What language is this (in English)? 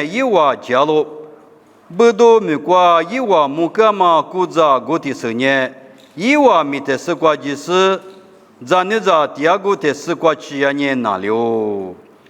Lisu